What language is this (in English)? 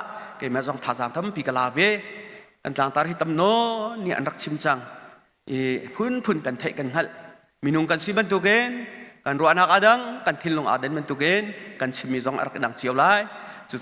Hakha Chin